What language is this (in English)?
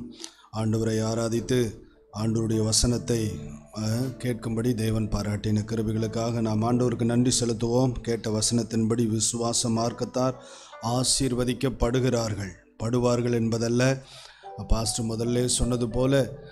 Tamil